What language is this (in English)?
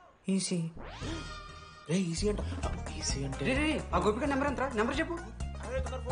Telugu